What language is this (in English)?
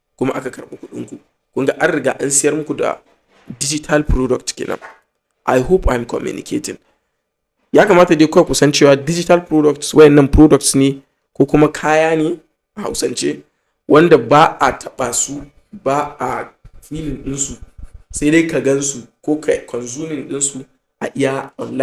Hausa